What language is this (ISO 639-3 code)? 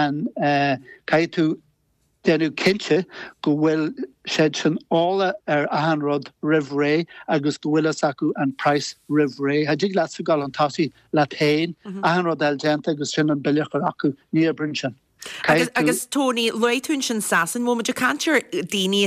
gle